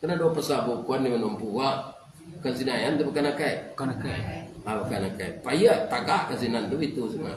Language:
Minangkabau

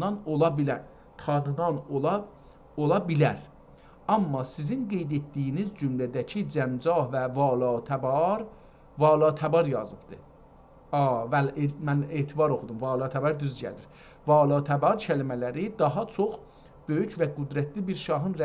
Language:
South Azerbaijani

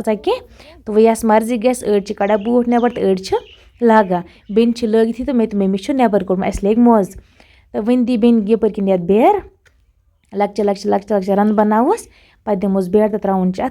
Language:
Kashmiri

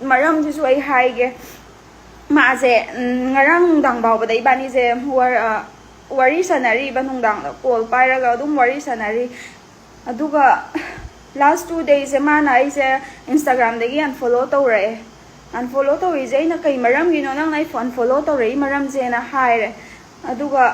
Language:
Manipuri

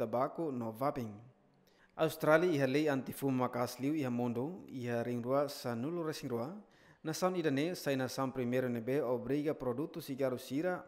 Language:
Tetum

